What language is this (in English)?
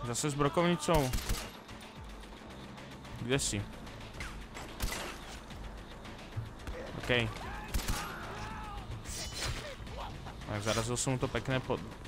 Slovak